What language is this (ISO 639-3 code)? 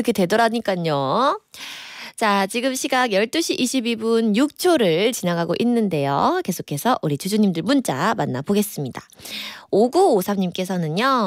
kor